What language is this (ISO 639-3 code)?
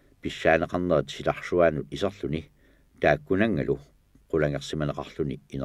kal